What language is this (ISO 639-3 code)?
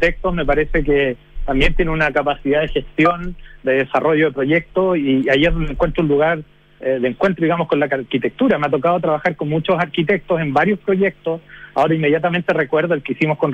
spa